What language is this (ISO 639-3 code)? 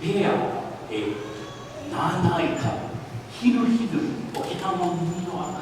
haw